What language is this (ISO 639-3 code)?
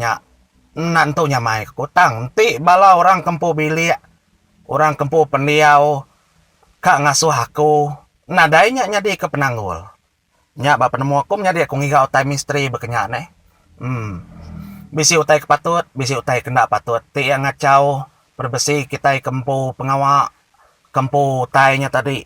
iba